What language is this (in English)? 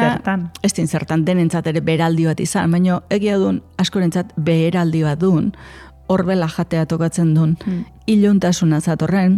Basque